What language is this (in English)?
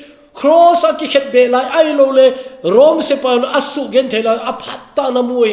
Thado Chin